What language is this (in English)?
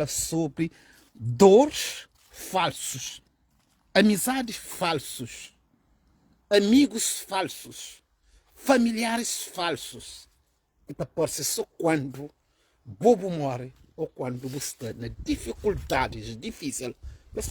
Kabuverdianu